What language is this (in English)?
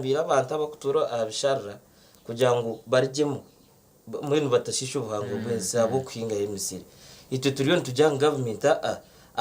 Nyankole